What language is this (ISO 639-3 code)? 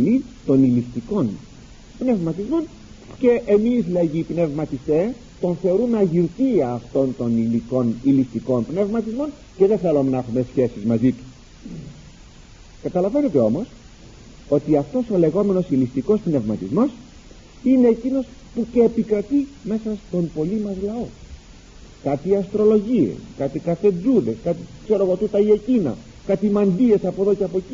ell